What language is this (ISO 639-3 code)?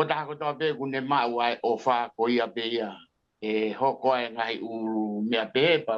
ton